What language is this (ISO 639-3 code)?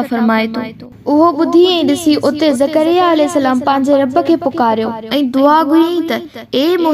snd